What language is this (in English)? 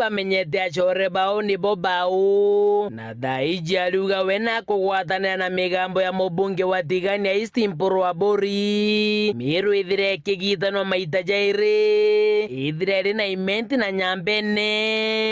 Meru